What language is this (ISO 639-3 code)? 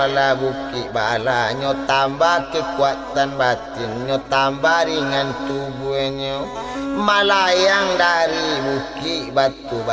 min